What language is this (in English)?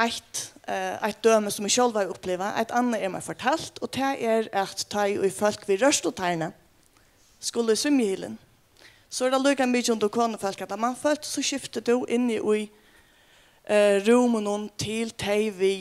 Faroese